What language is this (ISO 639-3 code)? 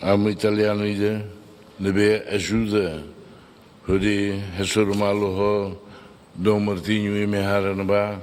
tet